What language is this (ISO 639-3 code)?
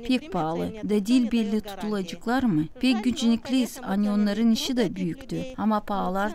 gag